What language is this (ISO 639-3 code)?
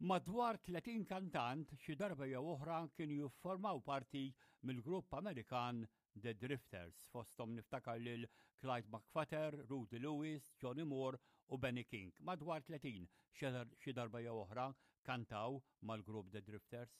mlt